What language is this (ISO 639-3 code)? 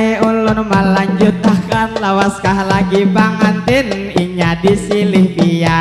bjn